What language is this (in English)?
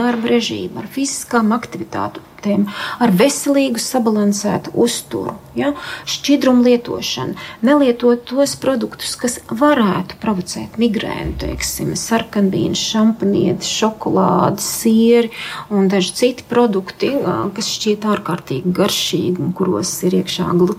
Latvian